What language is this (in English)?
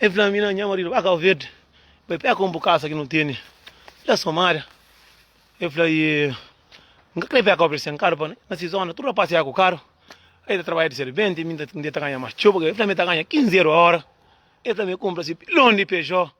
Kabuverdianu